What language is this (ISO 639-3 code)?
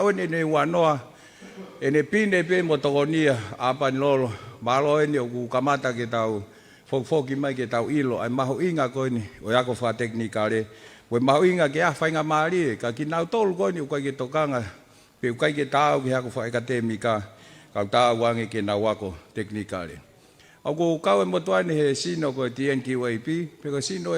ton